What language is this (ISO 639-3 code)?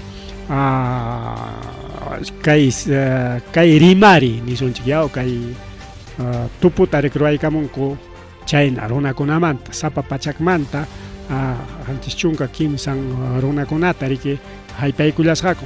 quy